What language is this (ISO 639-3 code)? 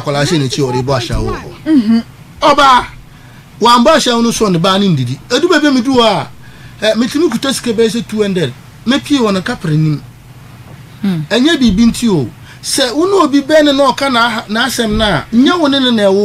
aka